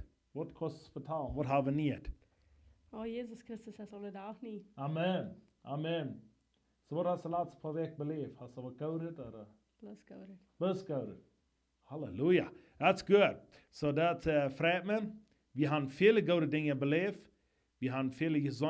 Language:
Plautdietsch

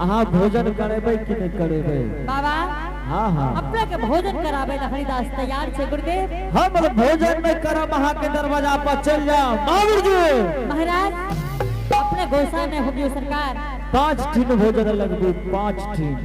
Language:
Angika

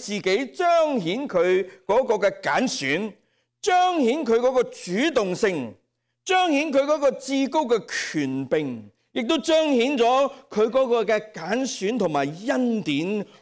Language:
Cantonese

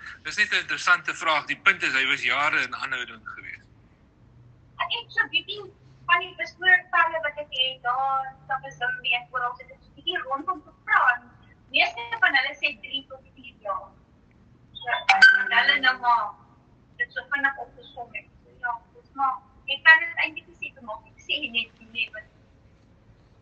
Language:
Afrikaans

